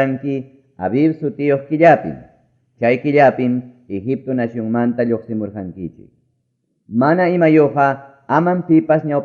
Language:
Ayacucho Quechua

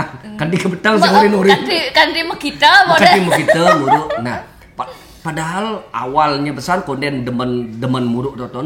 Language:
Balinese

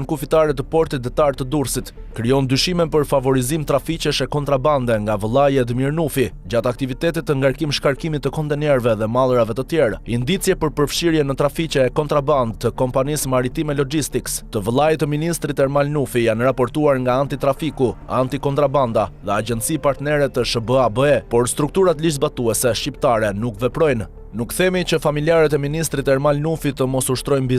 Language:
Albanian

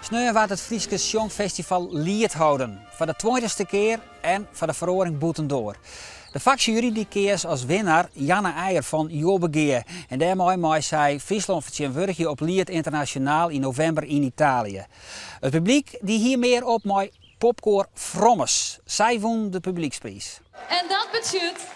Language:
Western Frisian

